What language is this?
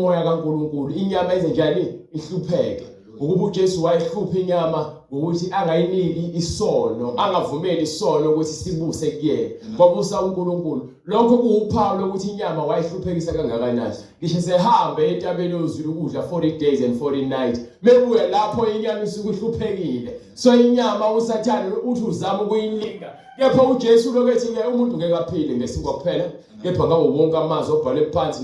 Zulu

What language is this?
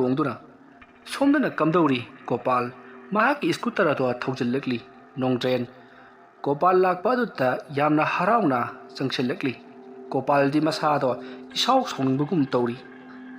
Manipuri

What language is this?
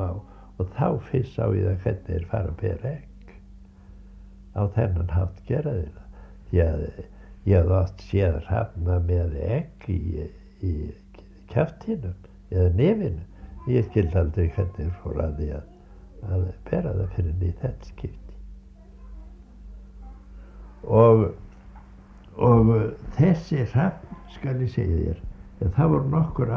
Icelandic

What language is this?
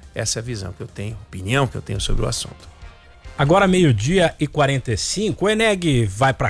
Portuguese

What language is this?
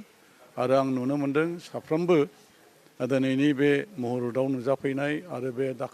Bodo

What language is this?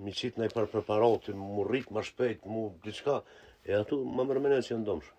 Albanian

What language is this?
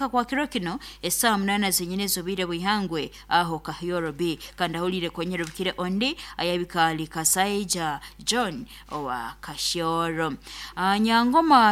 Nyoro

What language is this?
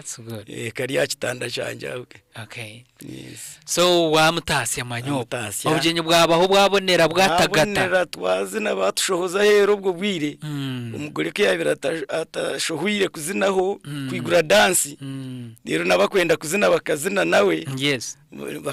Nyankole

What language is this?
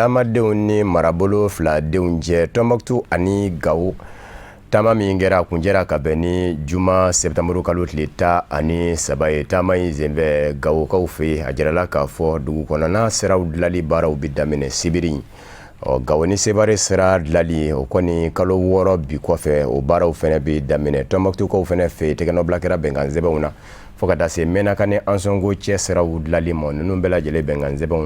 Bambara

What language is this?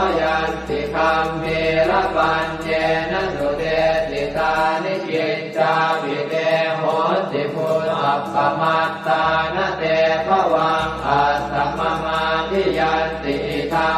Pali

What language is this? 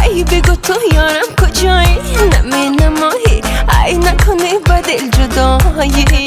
Tajik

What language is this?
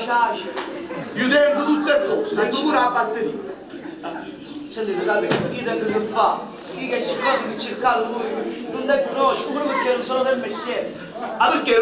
Neapolitan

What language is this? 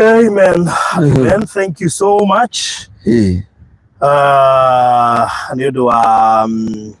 Kikuyu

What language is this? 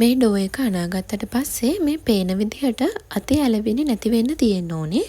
Sinhala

